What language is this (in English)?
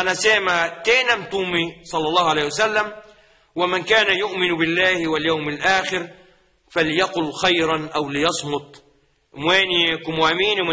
Swahili